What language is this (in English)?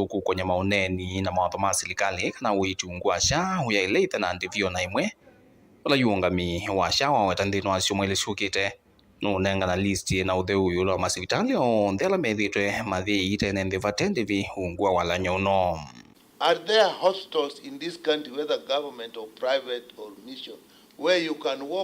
Kamba